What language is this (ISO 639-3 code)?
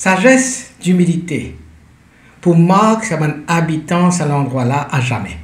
mfe